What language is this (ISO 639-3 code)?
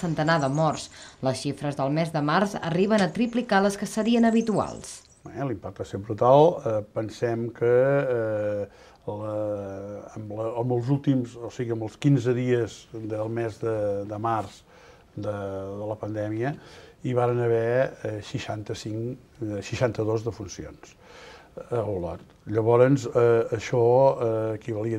cat